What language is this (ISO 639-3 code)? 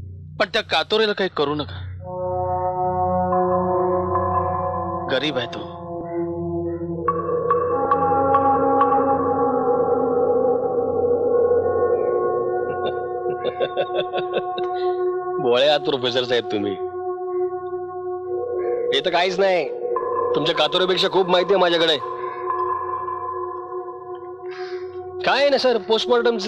mar